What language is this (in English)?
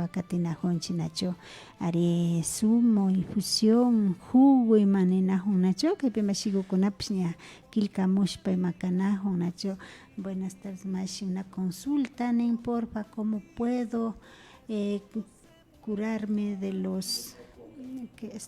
Imbabura Highland Quichua